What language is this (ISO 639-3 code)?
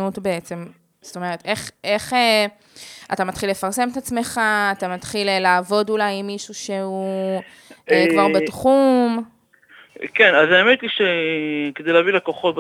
heb